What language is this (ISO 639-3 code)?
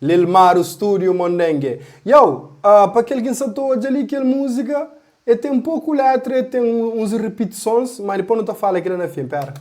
kea